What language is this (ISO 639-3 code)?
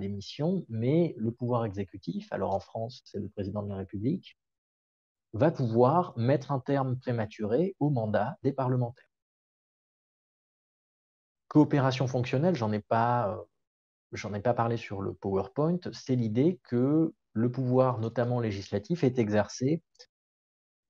fra